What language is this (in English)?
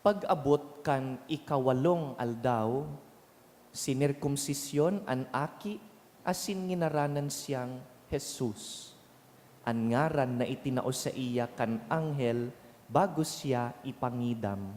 Bikol